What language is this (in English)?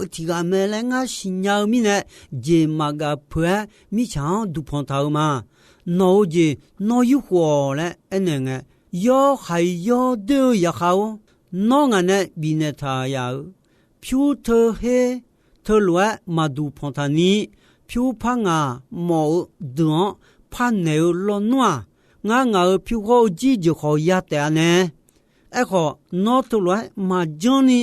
Akha